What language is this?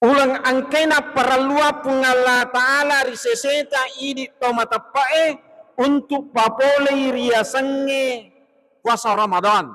Buginese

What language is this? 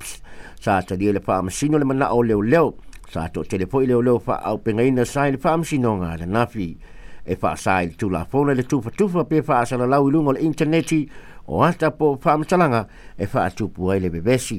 Samoan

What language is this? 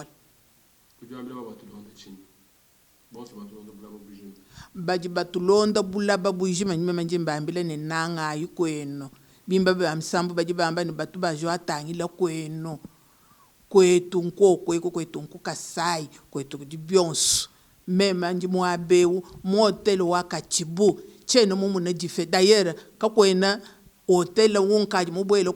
Luba-Lulua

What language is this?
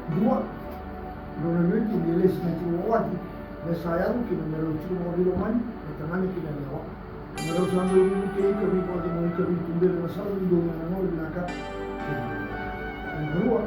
Fijian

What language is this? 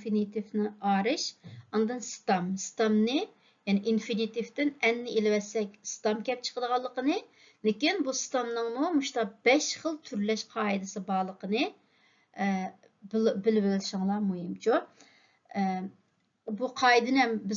Uyghur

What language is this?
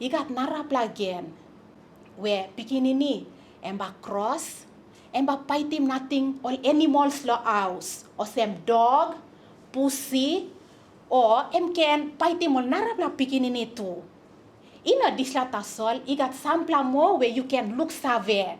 Tok Pisin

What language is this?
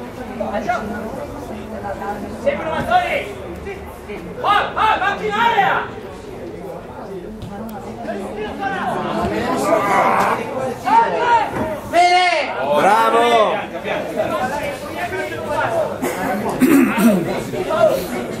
Italian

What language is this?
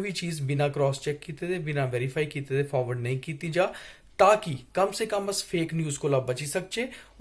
Dogri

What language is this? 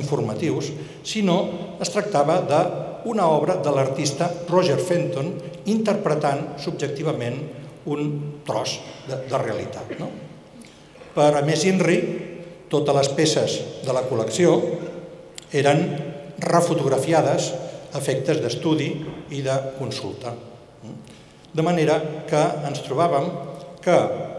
Catalan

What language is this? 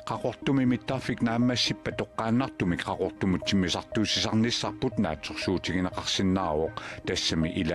Kalaallisut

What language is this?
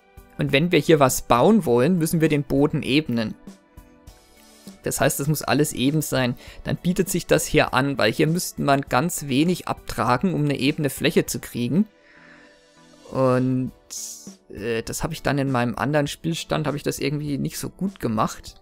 German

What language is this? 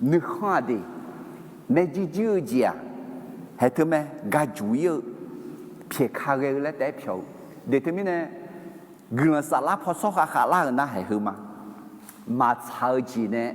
Akha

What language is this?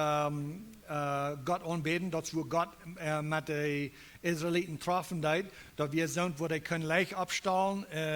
Plautdietsch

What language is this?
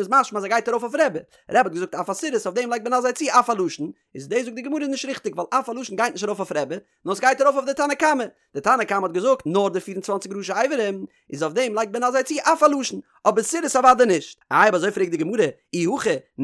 Yiddish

